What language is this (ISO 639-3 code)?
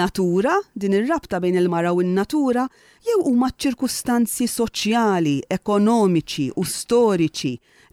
mlt